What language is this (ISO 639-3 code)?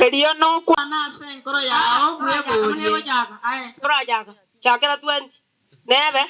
guz